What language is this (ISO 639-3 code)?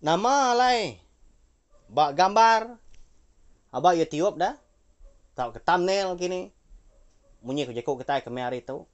iba